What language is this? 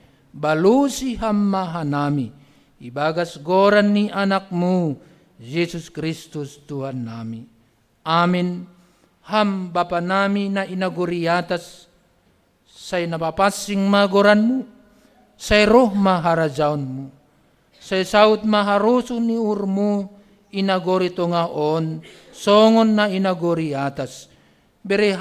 Batak Simalungun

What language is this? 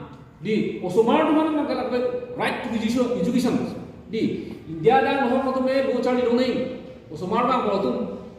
Karbi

